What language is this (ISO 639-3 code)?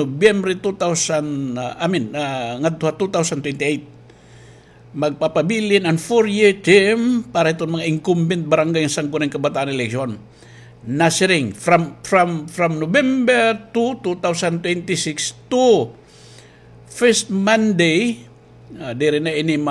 war